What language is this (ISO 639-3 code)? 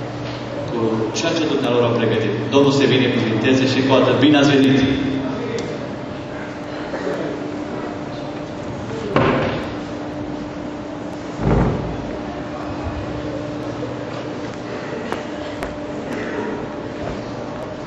ron